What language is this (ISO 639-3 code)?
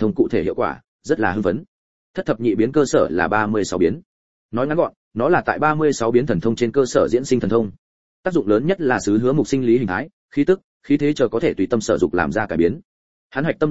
vie